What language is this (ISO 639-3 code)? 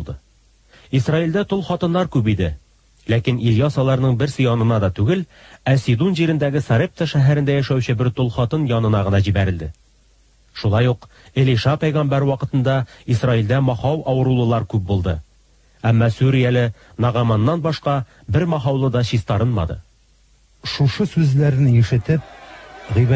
tat